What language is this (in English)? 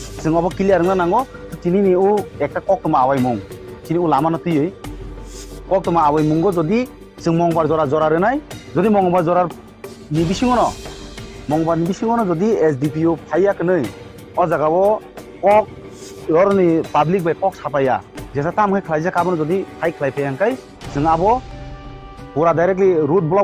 Kok Borok